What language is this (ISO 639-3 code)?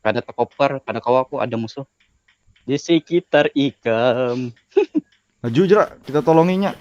bjn